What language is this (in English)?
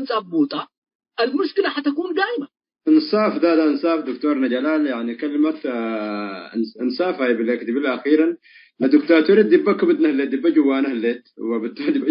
Tigre